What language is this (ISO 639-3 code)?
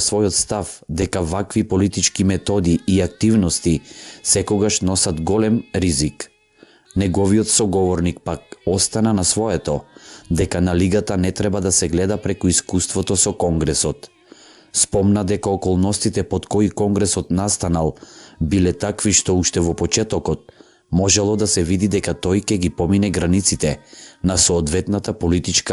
mkd